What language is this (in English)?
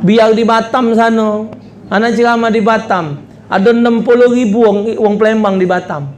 Musi